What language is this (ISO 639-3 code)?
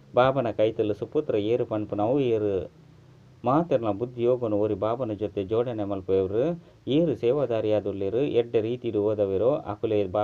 tcy